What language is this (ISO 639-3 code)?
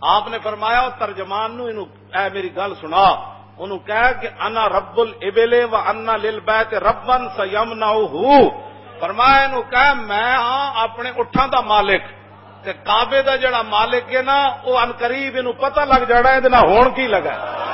lah